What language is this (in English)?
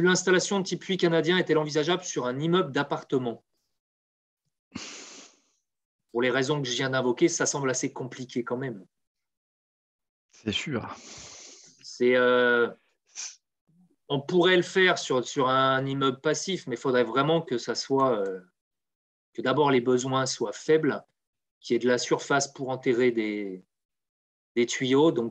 French